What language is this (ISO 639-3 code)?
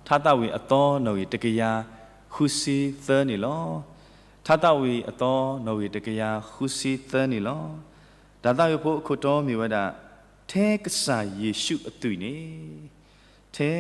ksw